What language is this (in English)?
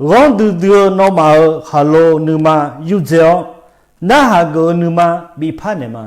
Akha